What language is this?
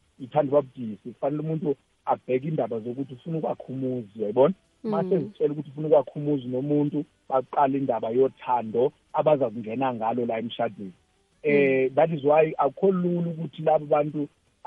South Ndebele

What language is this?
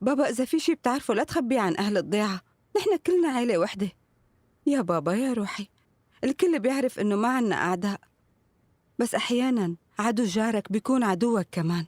North Levantine Arabic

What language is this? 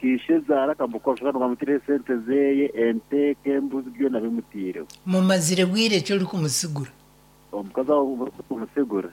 Nyankole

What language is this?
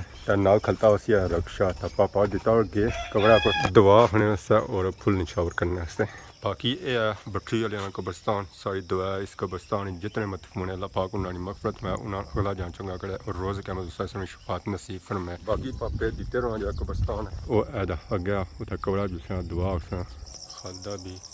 Pahari-Potwari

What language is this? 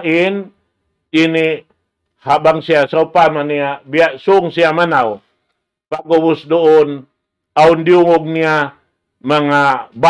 Tausug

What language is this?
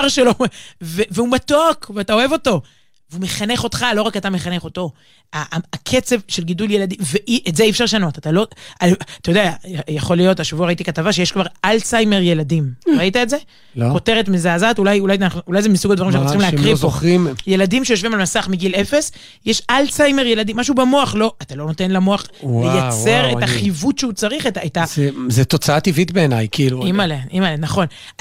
Hebrew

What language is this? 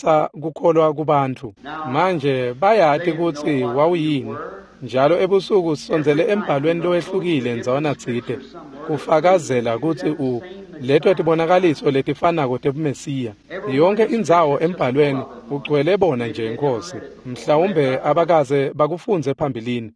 Swati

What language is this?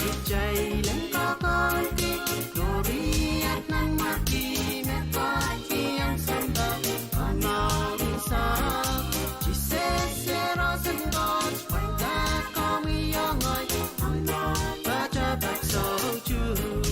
Pohnpeian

